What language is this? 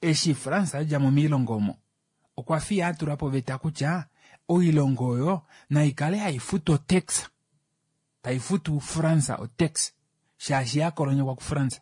Kuanyama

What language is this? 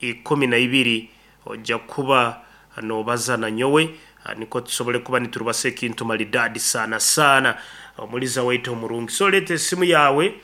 Nyankole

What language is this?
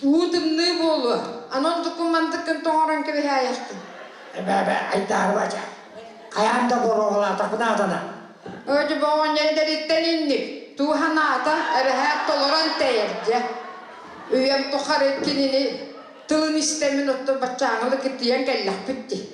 Yakut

